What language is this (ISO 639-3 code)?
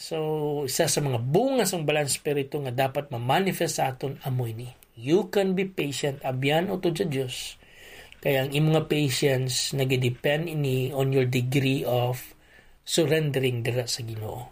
hil